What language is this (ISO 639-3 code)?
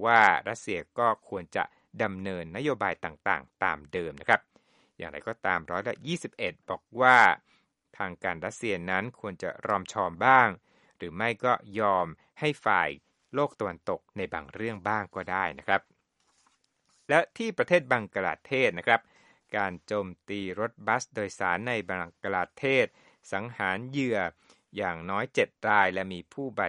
tha